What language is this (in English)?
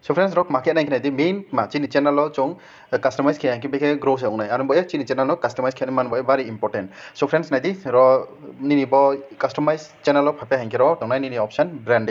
Riang (India)